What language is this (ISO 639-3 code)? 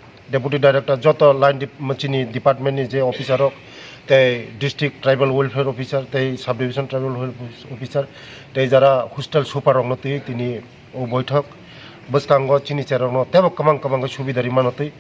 trp